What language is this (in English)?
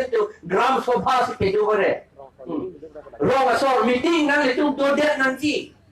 Karbi